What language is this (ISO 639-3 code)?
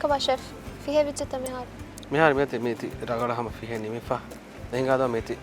div